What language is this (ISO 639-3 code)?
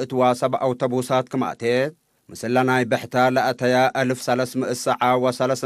tig